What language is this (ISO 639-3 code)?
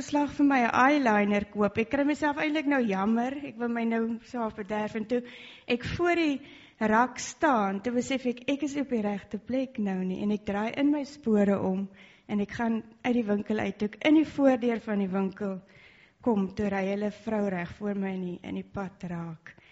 afr